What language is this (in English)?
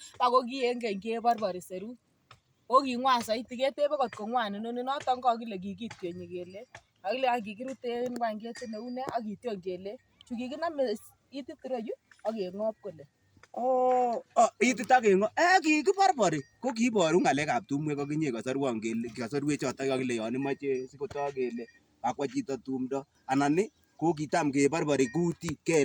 Kalenjin